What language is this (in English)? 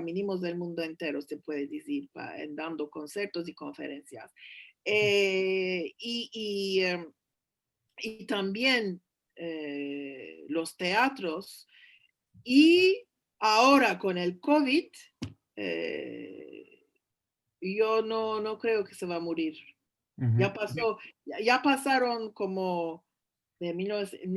Ladino